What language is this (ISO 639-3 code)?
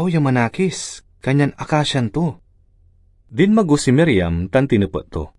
pag